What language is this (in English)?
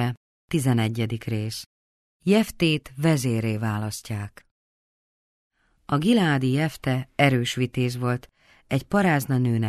Hungarian